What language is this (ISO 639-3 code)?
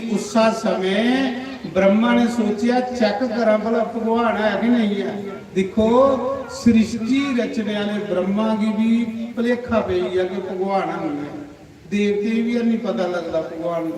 doi